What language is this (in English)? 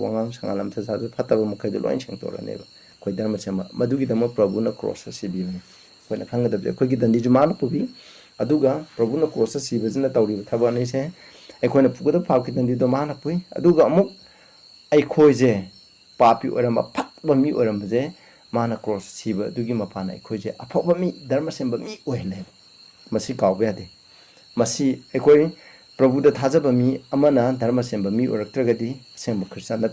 Manipuri